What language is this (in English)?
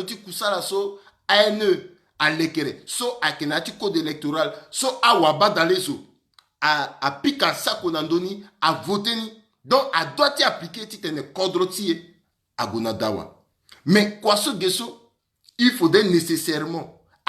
Sango